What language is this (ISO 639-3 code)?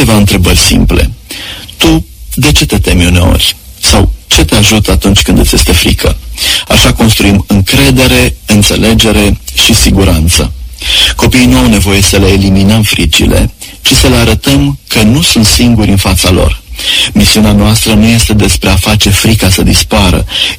ron